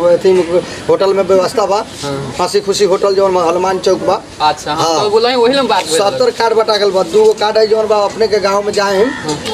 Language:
Bhojpuri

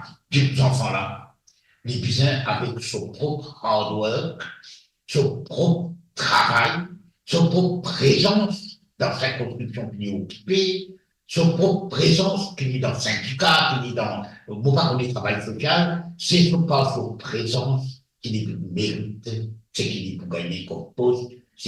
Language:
Morisyen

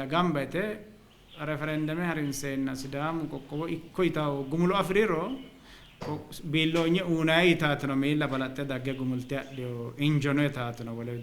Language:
Sidamo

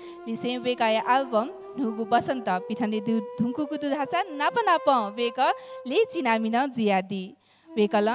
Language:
Newari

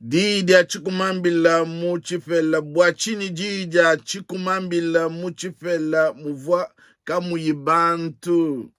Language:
Luba-Lulua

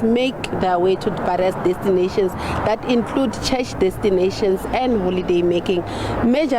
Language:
Venda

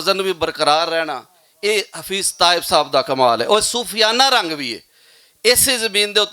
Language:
Western Panjabi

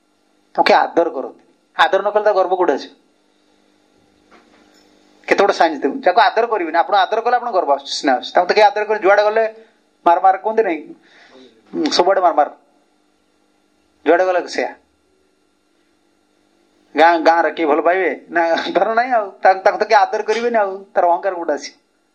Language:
Odia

